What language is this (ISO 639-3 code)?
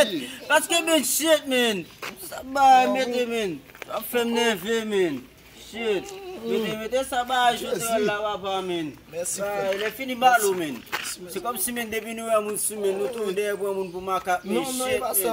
hat